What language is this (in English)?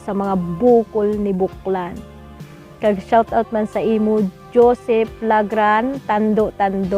Hiligaynon